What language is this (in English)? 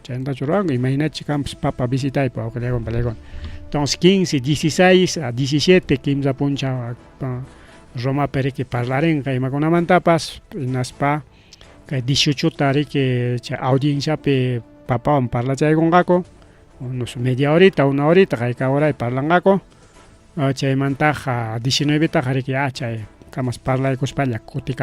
Ayacucho Quechua